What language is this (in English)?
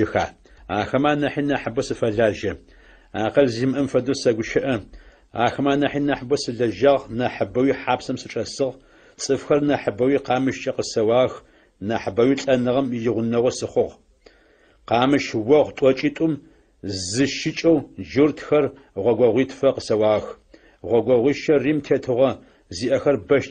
Adyghe